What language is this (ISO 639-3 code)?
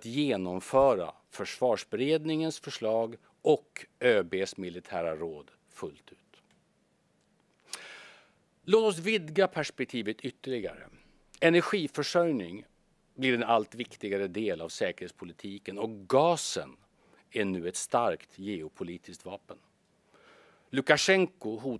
swe